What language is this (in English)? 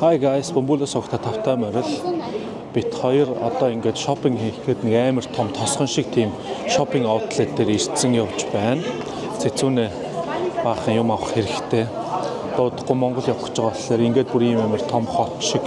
Mongolian